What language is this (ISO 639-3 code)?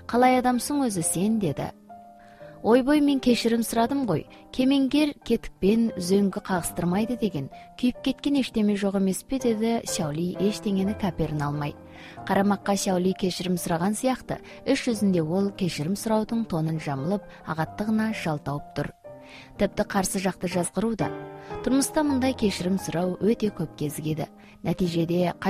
kaz